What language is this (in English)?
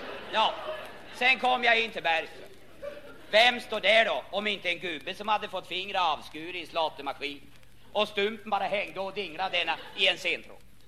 Swedish